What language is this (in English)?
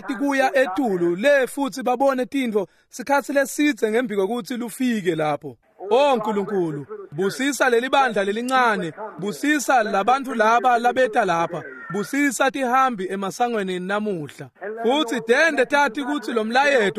Swati